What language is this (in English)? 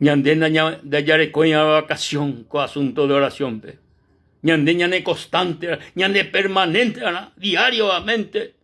Guarani